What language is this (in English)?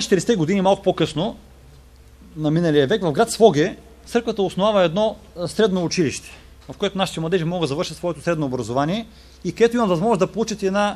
Bulgarian